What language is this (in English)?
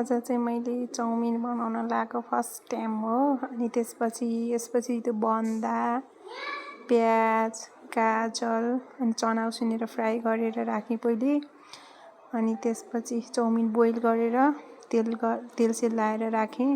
Nepali